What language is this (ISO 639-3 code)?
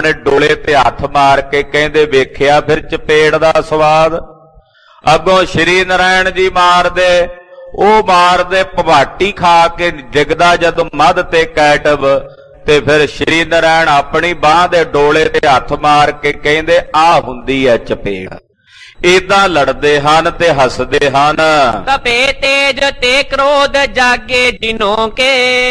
pan